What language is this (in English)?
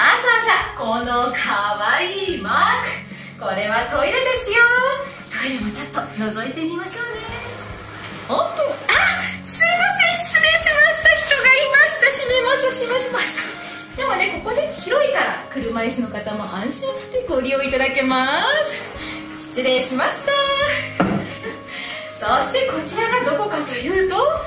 Japanese